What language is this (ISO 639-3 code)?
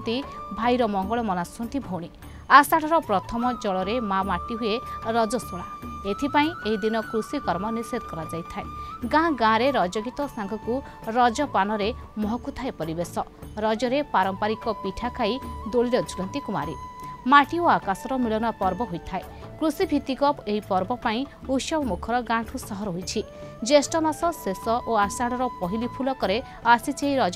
ori